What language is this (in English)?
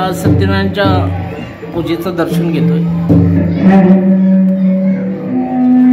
Marathi